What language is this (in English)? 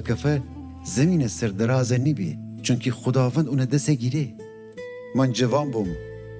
Gilaki